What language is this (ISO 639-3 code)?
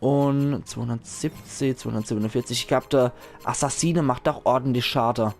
pfl